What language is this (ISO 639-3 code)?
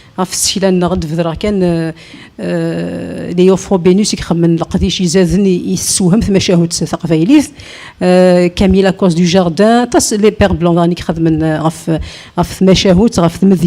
kab